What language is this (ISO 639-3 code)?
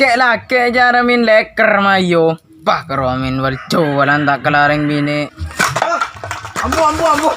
mad